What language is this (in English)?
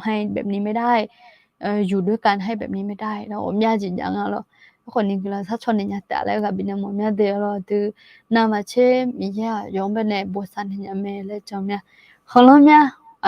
Akha